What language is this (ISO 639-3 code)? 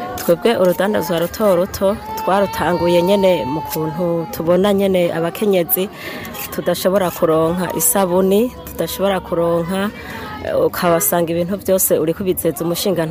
run